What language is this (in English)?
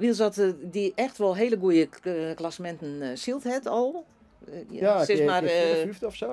Western Frisian